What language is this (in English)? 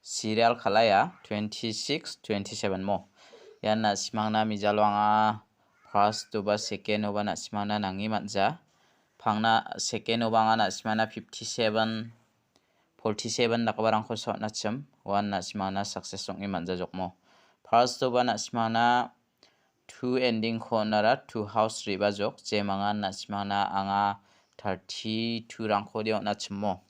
Garo